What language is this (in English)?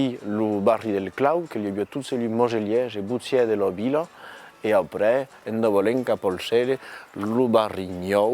Occitan